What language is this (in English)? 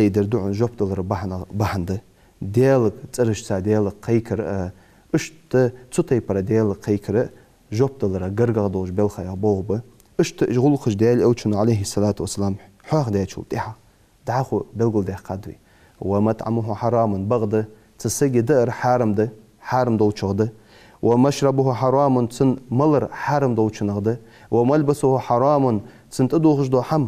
Ingush